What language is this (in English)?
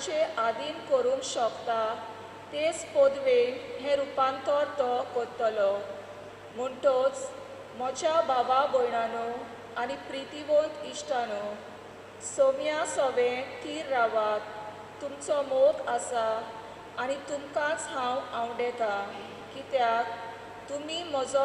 Konkani